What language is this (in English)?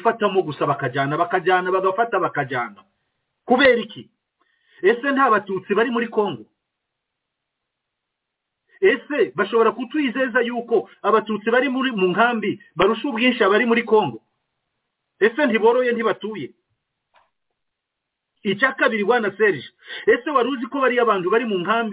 Kinyarwanda